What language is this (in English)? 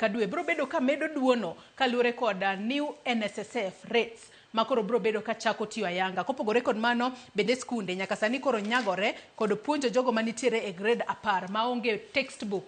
Luo (Kenya and Tanzania)